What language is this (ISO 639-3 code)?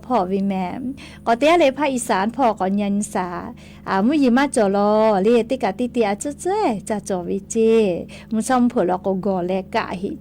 lhu